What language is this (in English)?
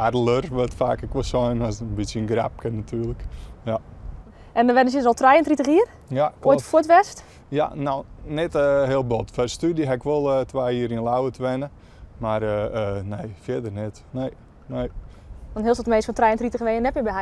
Western Frisian